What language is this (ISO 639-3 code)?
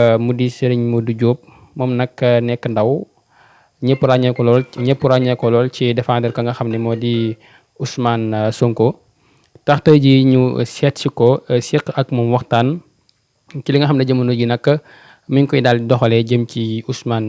wol